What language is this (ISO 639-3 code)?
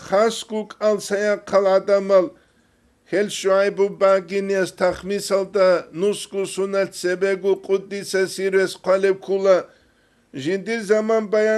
ava